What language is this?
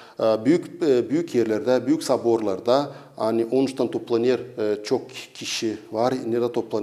Gagauz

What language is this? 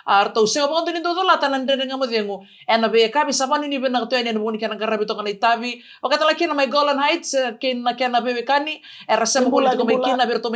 Fijian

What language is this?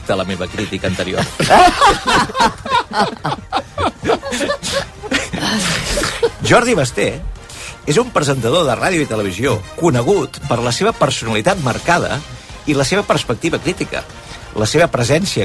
Catalan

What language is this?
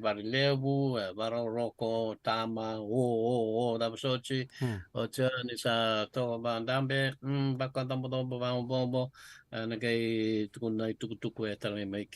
Fijian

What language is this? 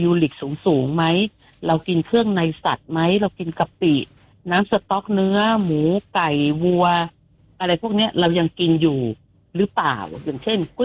Thai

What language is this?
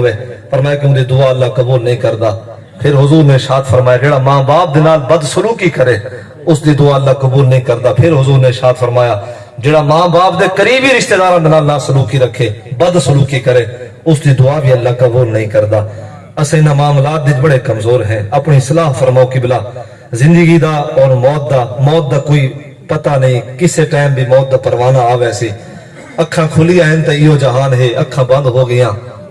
Saraiki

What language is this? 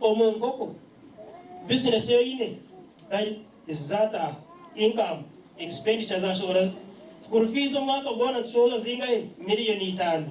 Nyankole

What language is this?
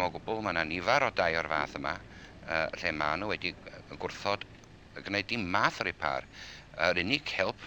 Welsh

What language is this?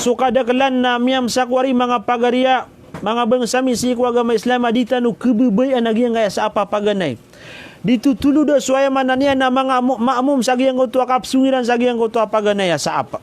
Maranao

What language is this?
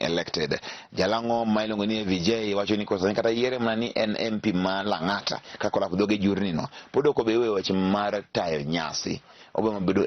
Luo (Kenya and Tanzania)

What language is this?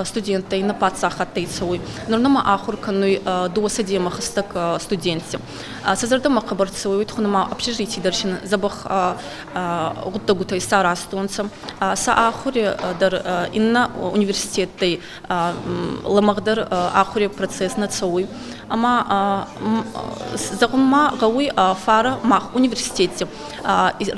Ossetic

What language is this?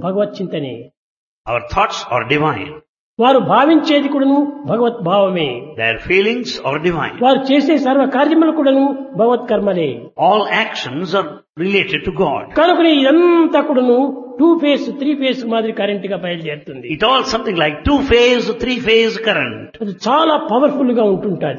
Telugu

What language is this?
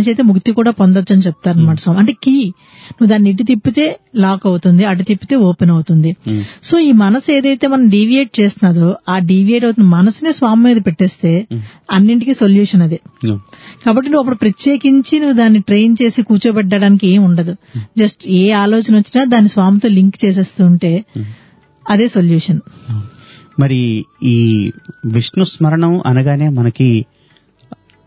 Telugu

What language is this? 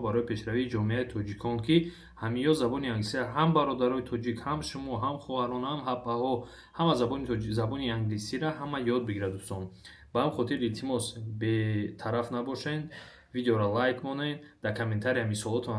Tajik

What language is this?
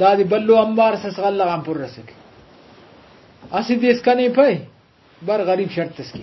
Brahui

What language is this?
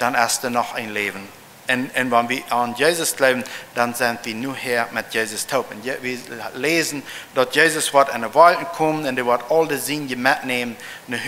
Plautdietsch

